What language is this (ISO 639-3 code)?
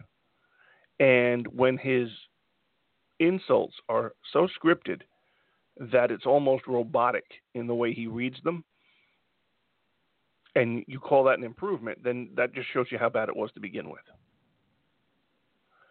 eng